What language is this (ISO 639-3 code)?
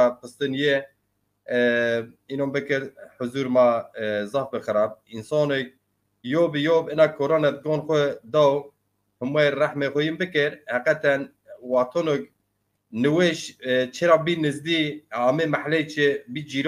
zza